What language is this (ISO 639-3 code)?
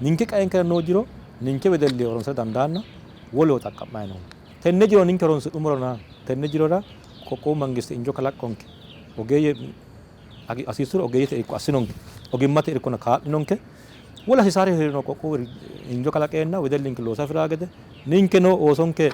sid